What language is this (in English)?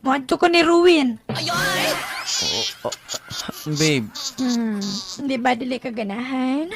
Cebuano